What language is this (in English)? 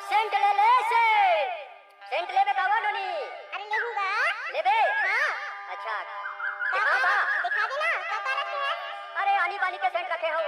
Chhattisgarhi